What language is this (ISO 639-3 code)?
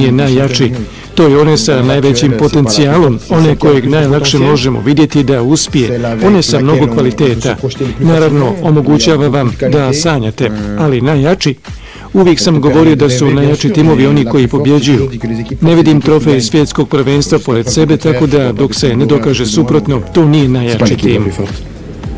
bos